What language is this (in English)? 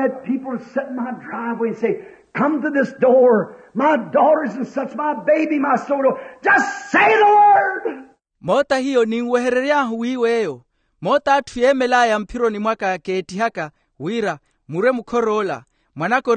Makhuwa